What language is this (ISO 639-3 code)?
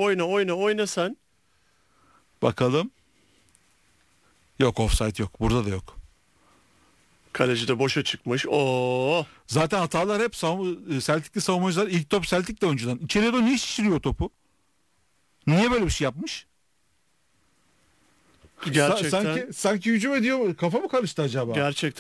tur